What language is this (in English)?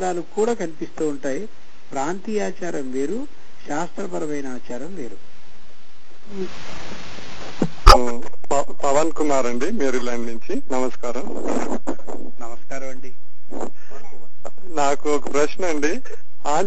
Telugu